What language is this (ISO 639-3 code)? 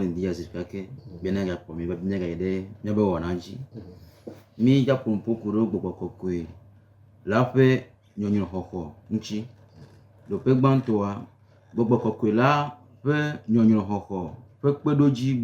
gej